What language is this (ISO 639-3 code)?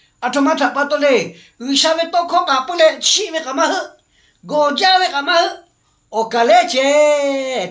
lhu